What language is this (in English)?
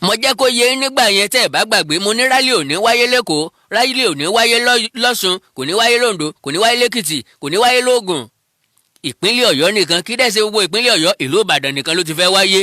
Yoruba